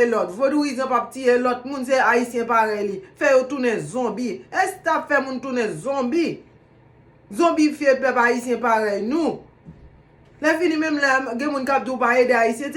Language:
Haitian Creole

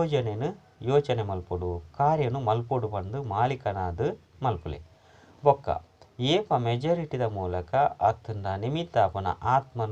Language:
Tulu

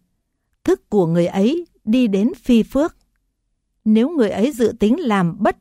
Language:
Vietnamese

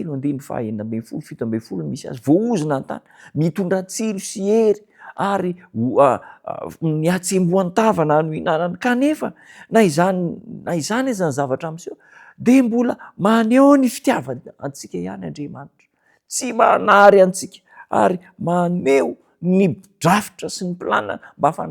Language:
Malagasy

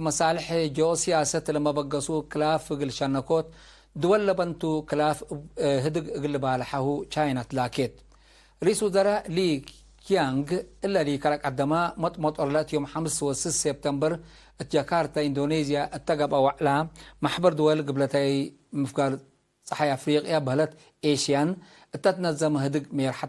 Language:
Tigre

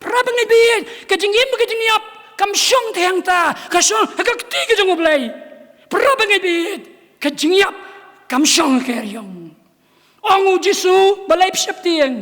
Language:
Khasi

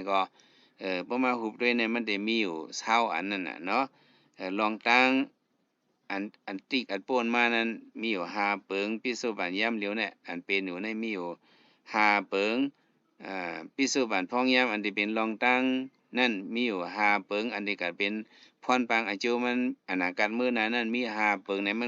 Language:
Shan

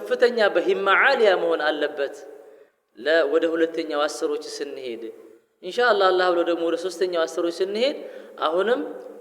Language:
Amharic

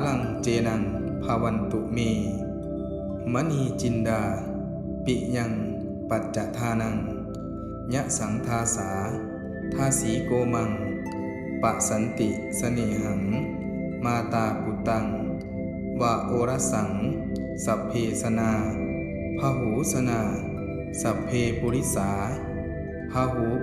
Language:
Pali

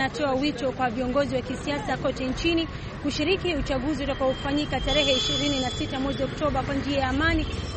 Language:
Swahili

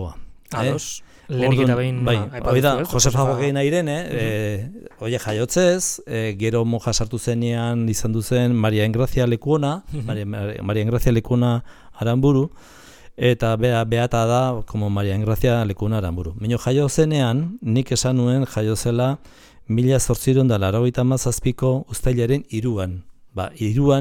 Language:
Basque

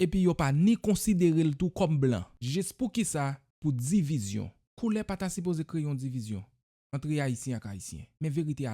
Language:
Haitian Creole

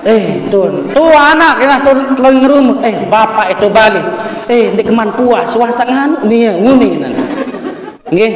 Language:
Sasak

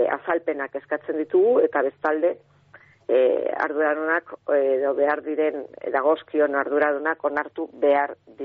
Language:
Basque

